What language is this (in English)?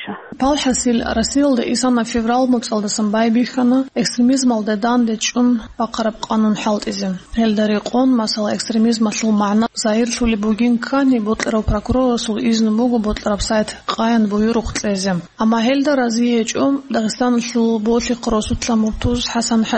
Avaric